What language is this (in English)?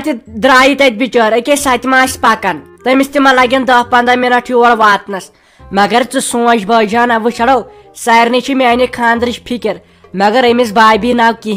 Kashmiri